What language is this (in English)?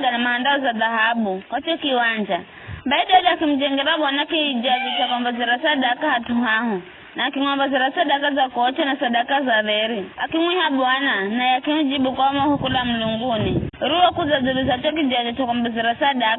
Giryama